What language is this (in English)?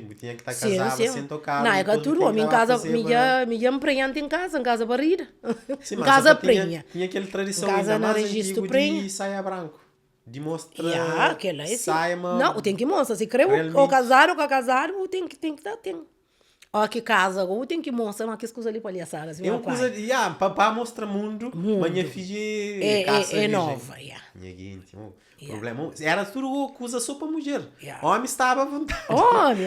Kabuverdianu